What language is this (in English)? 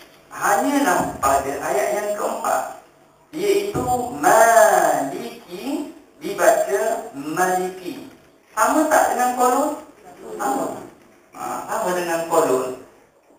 Malay